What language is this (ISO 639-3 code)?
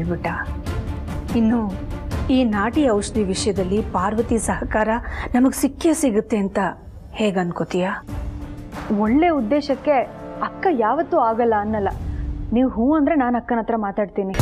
kan